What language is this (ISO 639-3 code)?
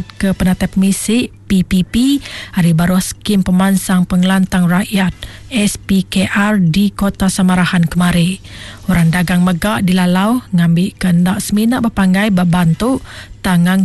iba